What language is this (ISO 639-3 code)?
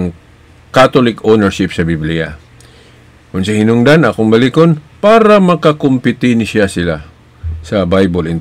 ceb